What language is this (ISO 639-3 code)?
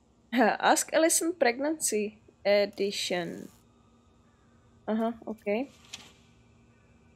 ces